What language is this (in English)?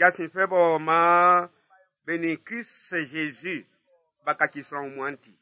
Baoulé